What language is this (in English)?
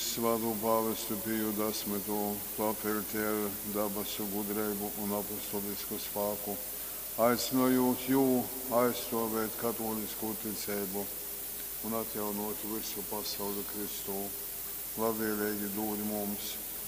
Latgalian